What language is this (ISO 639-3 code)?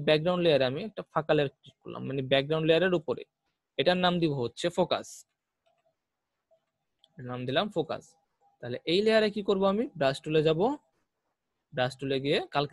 ben